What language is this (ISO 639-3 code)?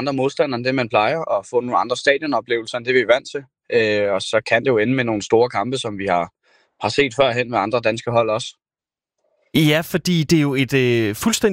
dan